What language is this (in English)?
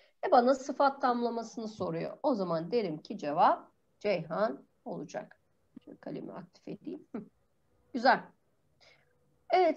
Turkish